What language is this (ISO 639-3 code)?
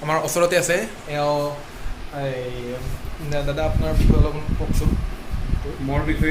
asm